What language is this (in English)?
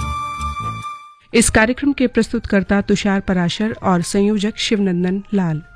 Hindi